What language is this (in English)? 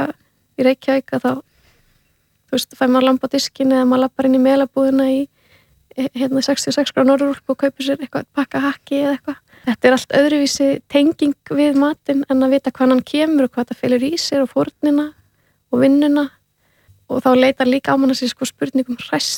Icelandic